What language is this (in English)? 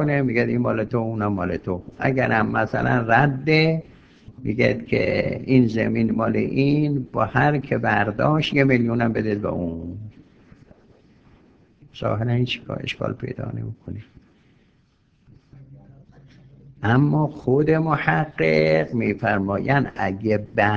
Persian